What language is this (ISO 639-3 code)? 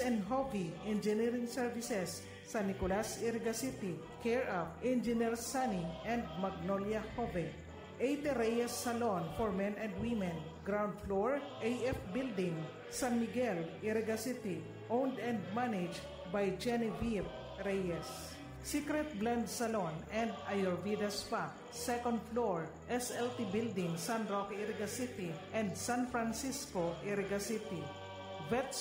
bik